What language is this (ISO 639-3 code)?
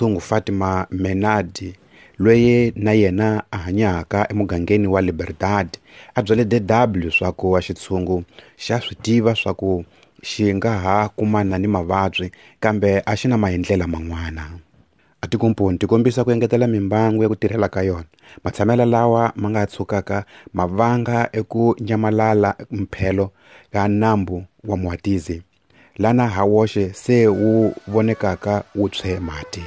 tso